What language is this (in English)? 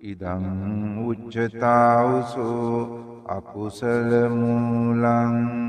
Sinhala